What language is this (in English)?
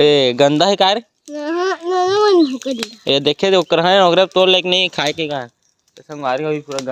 Chhattisgarhi